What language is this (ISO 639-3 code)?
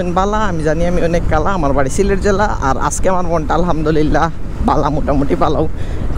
syl